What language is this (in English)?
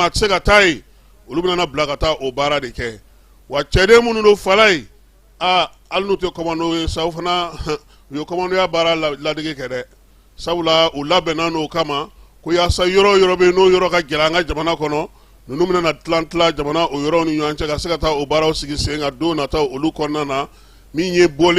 Bambara